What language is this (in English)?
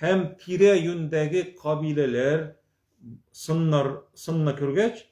Tatar